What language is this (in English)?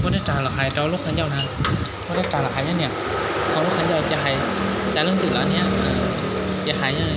Hmong